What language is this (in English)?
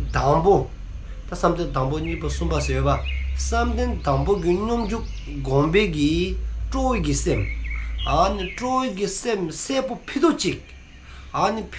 Dzongkha